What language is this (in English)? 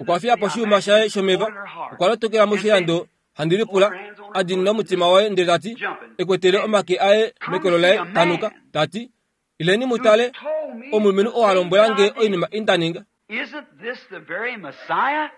Kuanyama